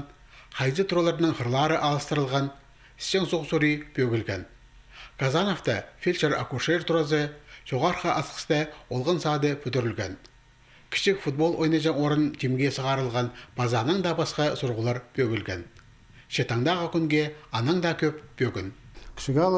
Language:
Khakas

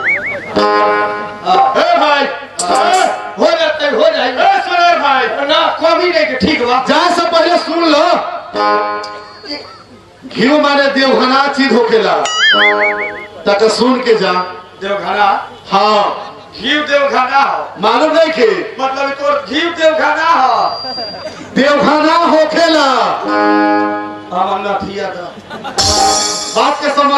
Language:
Bhojpuri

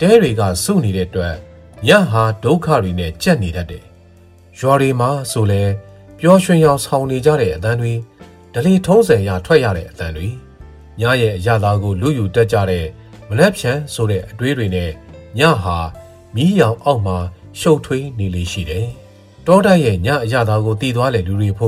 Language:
Burmese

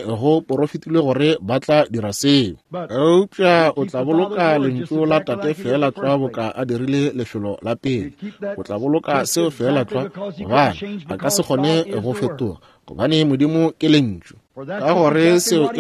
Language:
Northern Sotho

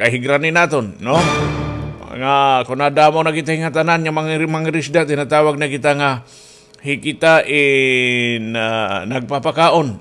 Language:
Waray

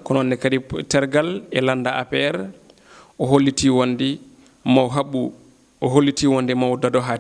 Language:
Fula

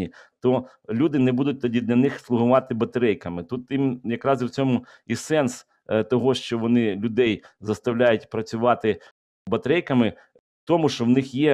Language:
Ukrainian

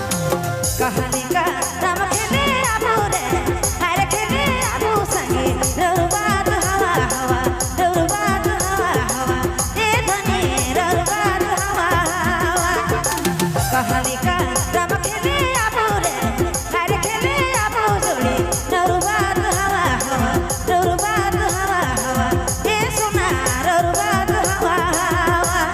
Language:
Sadri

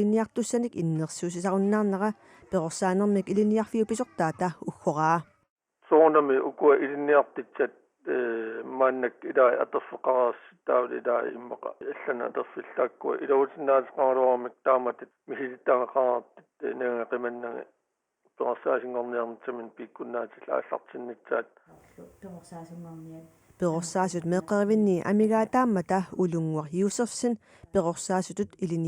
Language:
Kalaallisut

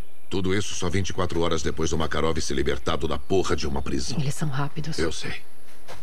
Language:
Portuguese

